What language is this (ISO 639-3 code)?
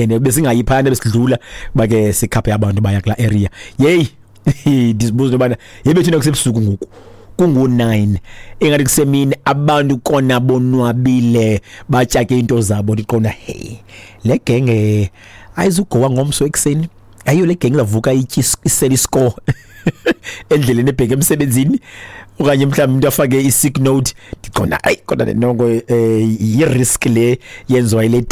xho